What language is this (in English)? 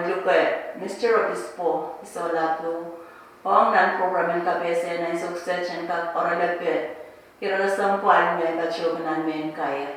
Pohnpeian